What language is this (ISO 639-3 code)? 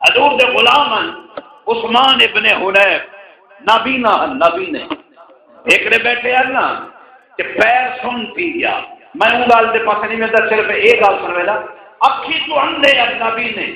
skr